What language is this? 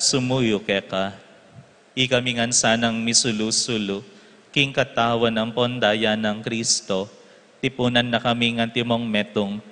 Pampanga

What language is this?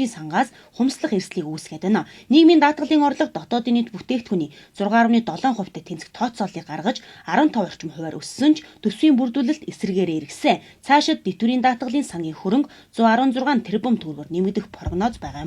Mongolian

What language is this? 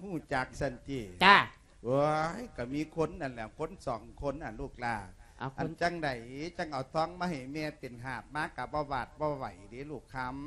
Lao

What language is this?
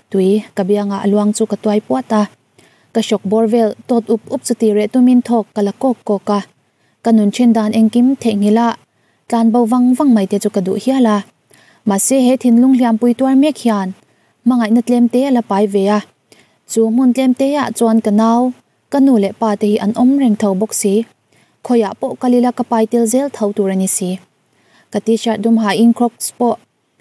Mizo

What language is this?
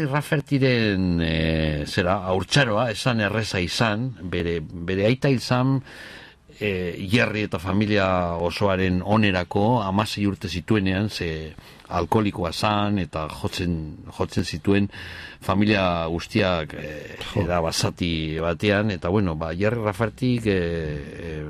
Basque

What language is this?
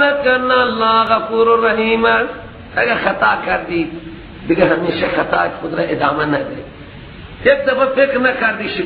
Persian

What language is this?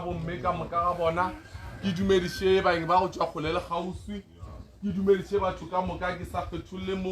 Northern Sotho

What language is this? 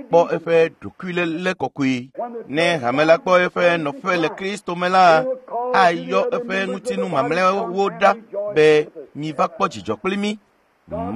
Ewe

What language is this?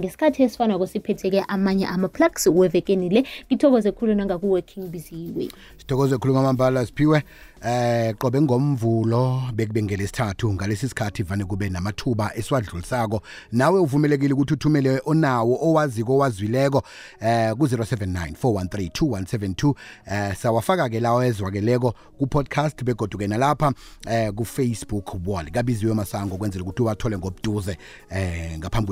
South Ndebele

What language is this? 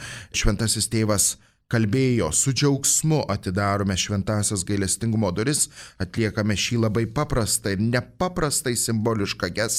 Lithuanian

